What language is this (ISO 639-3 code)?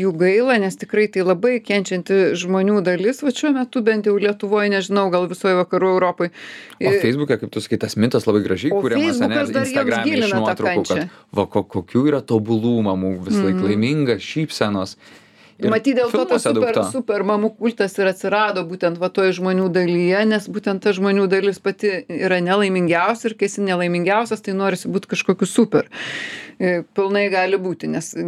lit